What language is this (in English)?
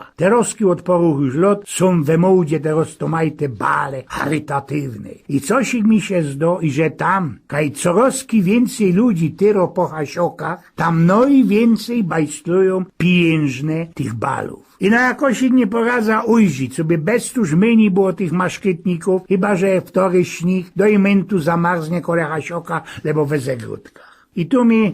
Silesian